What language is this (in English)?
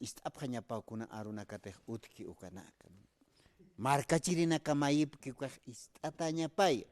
Aymara